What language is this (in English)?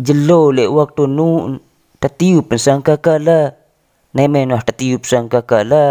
Sasak